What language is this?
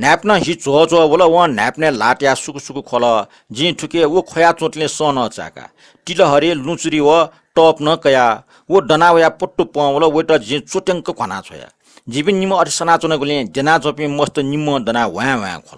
Newari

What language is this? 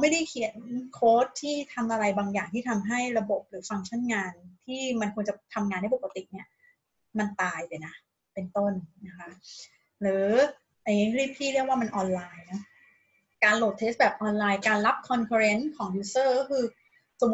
Thai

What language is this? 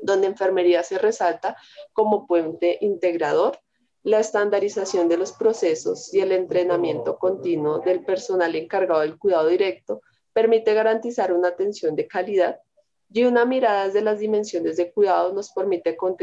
Spanish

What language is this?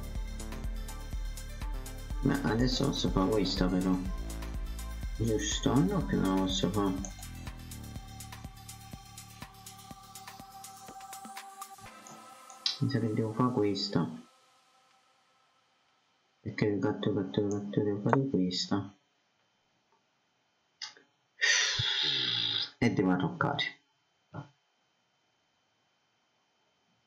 Italian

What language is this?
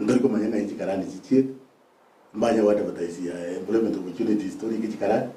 Gusii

